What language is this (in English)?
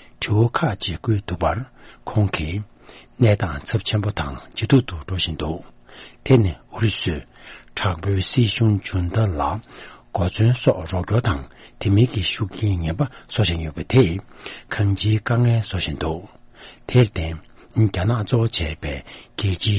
Tibetan